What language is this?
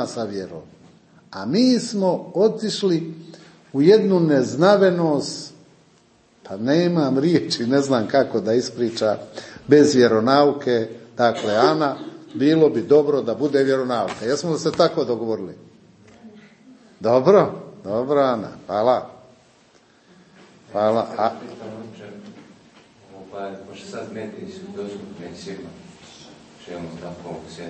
Croatian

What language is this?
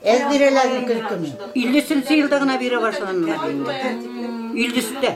Bashkir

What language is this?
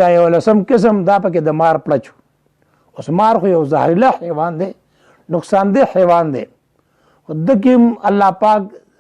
Pashto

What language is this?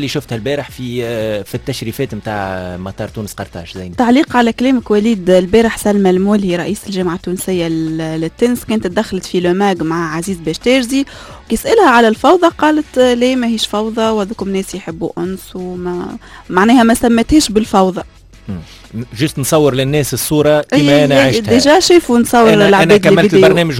Tunisian Arabic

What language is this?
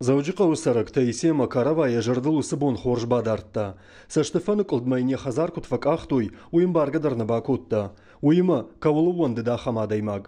Ossetic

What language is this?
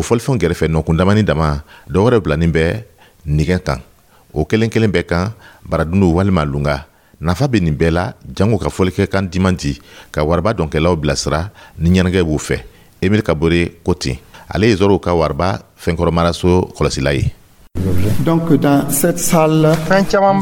Dyula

